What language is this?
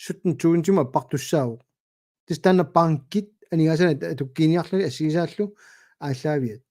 Kalaallisut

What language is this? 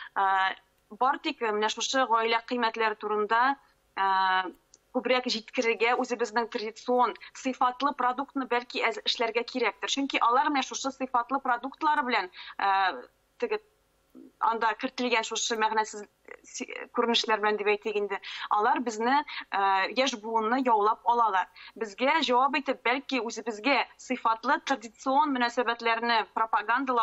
Tatar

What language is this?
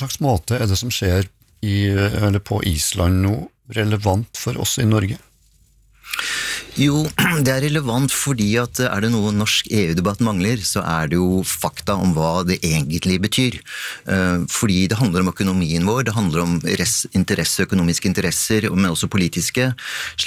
Norwegian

